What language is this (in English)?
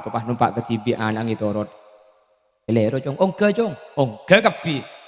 Madurese